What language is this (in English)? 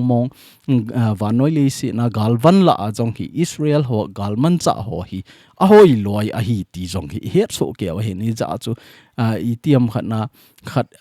Thado Chin